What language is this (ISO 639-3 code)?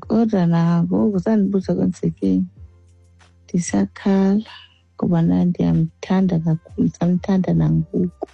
xho